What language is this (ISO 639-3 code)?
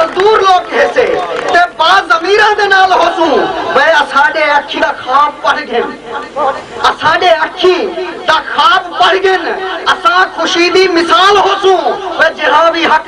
skr